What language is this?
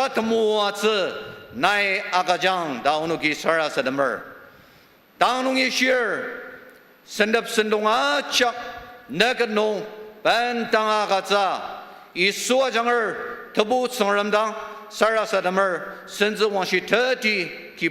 Ao Naga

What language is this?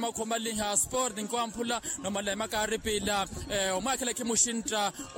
Makhuwa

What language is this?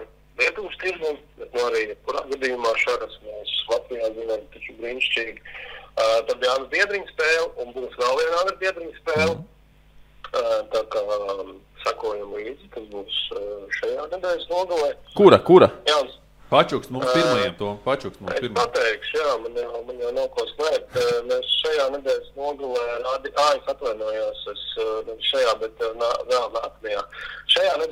Latvian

